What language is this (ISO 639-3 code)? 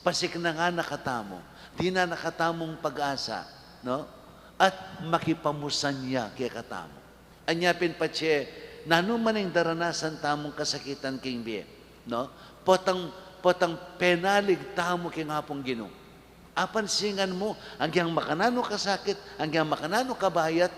pam